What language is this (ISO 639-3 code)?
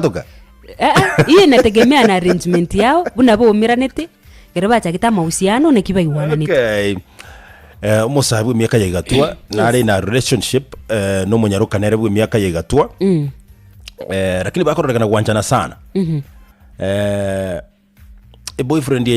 guz